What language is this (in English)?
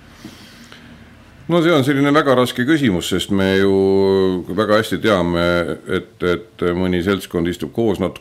Estonian